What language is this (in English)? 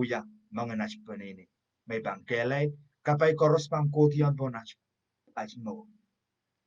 Pohnpeian